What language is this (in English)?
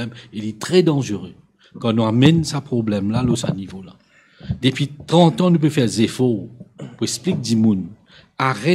Morisyen